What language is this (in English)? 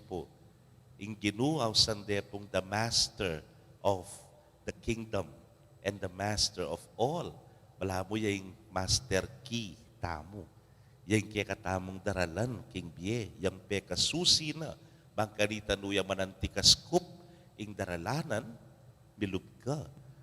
Pampanga